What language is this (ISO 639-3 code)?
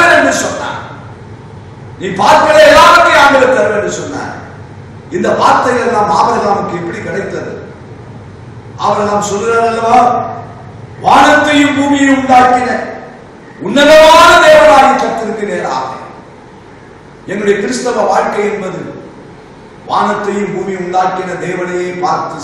tam